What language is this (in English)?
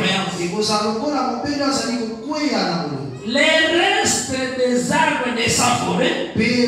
French